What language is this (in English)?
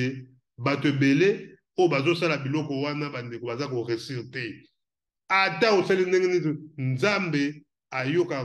Lingala